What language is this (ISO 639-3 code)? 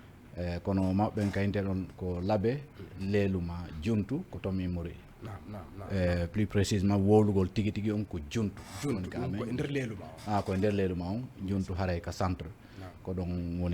ful